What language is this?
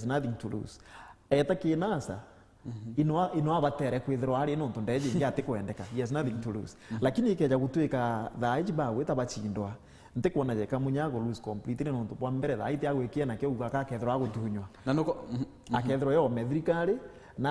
Meru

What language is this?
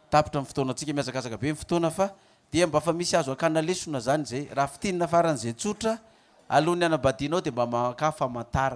Malagasy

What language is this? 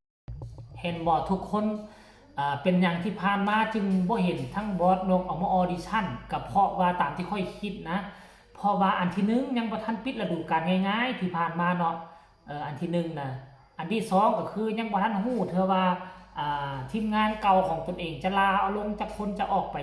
Northeastern Thai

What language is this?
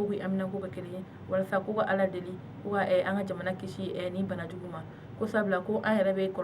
Bambara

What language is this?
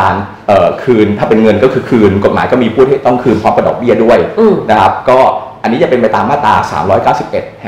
Thai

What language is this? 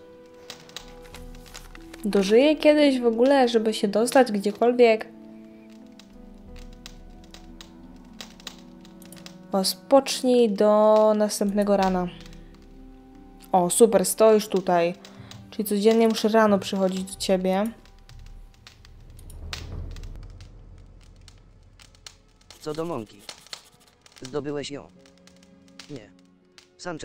Polish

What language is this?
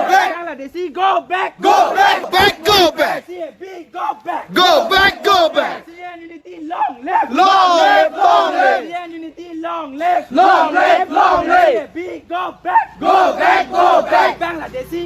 Karbi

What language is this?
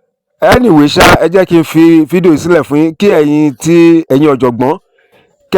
Yoruba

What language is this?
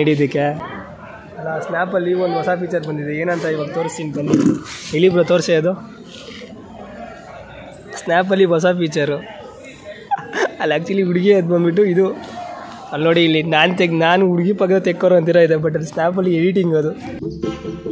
Kannada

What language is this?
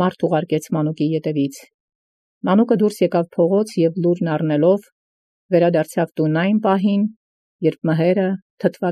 Armenian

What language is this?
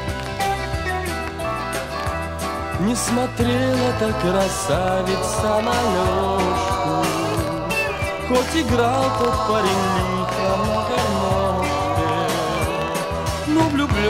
Russian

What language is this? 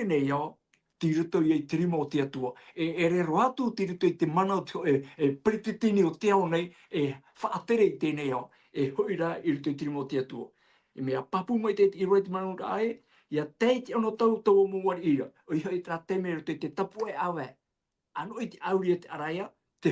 Tahitian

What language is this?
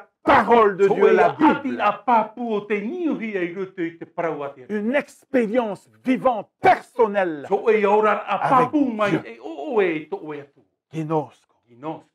Tahitian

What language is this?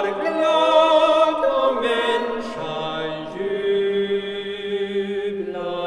Swedish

